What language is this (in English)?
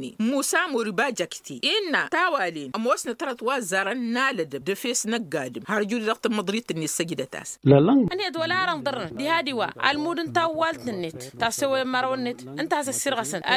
Tamasheq